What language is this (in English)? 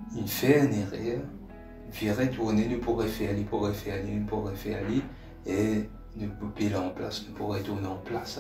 Morisyen